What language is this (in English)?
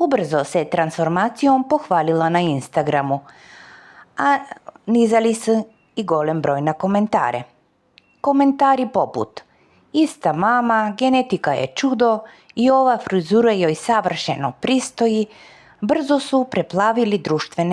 Serbian